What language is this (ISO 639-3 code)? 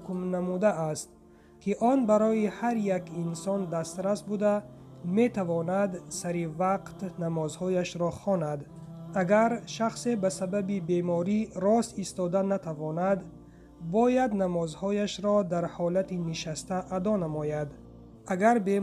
tgk